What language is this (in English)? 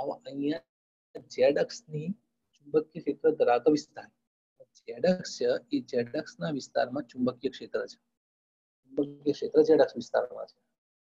Gujarati